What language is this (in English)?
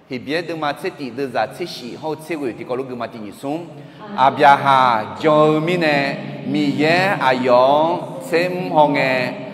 Akha